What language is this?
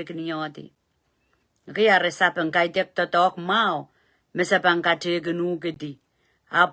Pohnpeian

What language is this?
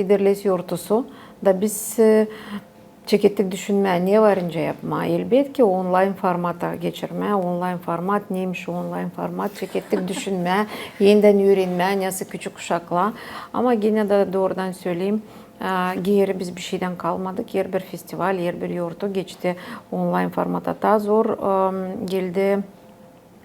Gagauz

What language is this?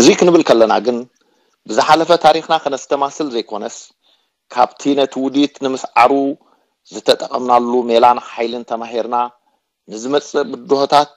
Tigrinya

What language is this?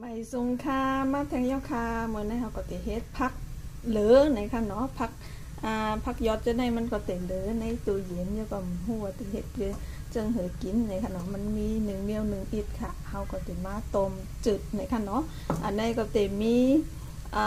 Shan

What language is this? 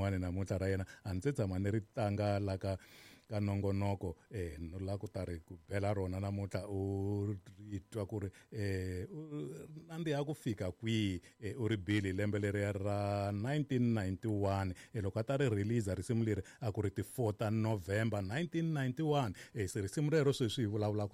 Tsonga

